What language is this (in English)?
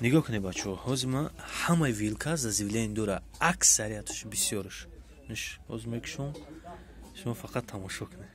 Tajik